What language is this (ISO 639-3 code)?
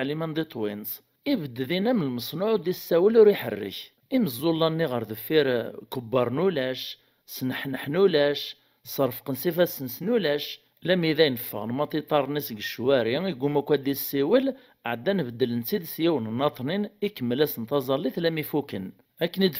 kab